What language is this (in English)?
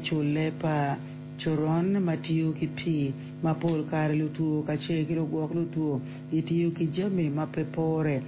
Acoli